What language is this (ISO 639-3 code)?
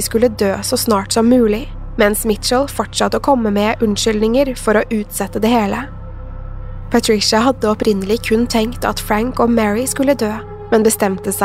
nor